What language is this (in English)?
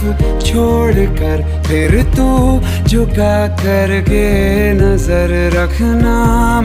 Karbi